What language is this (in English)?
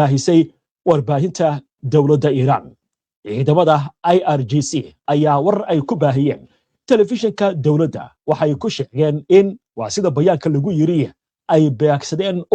Somali